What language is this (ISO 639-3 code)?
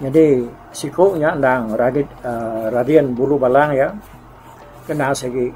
iba